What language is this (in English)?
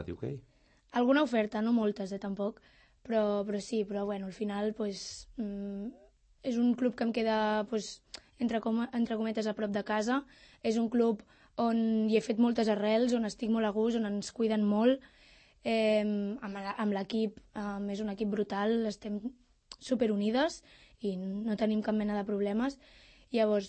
Catalan